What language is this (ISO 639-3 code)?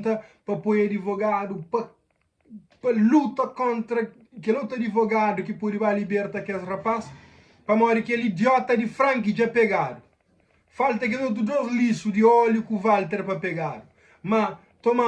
kea